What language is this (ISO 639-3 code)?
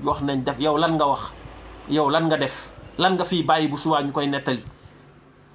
wol